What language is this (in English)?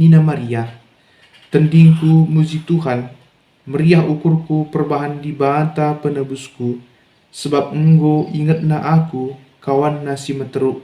Batak Karo